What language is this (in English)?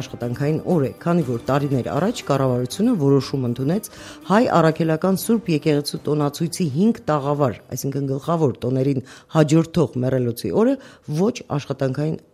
Armenian